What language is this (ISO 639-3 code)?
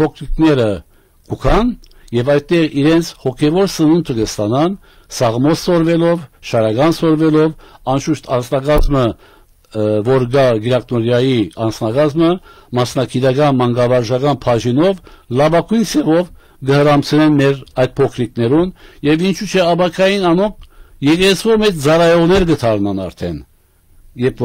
hyw